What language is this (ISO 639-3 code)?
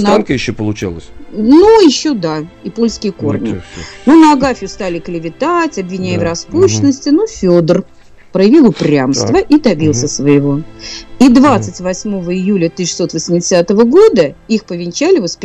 rus